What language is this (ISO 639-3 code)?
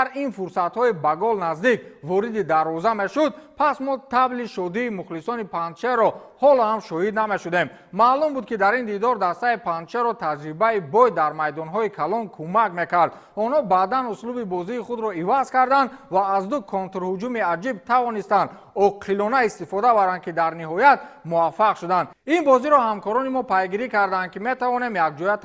tgk